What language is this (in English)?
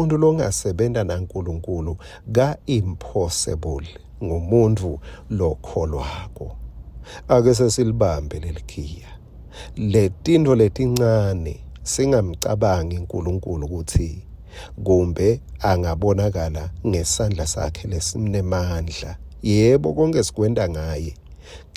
Swati